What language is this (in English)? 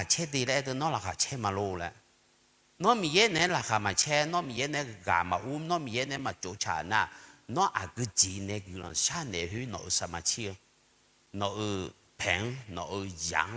Akha